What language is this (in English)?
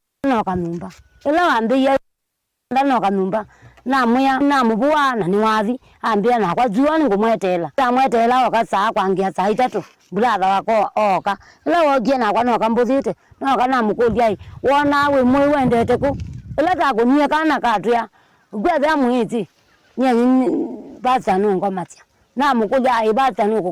Kamba